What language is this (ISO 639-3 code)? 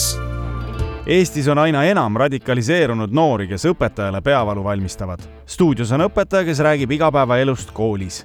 est